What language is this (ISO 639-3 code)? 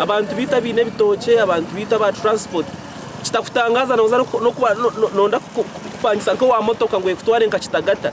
nyn